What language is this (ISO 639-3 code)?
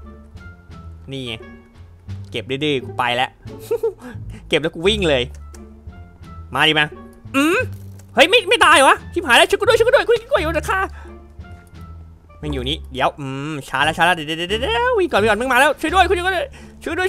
tha